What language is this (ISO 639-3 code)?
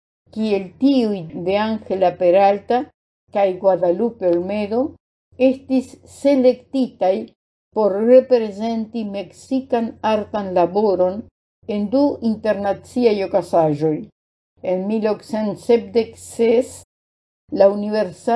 epo